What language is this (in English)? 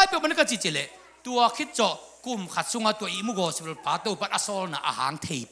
Tedim Chin